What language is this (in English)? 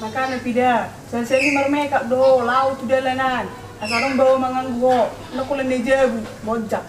Batak Toba